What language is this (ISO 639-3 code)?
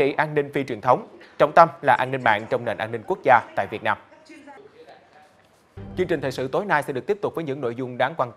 vie